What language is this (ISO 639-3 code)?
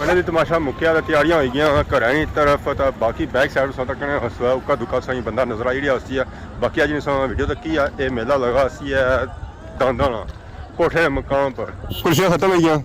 phr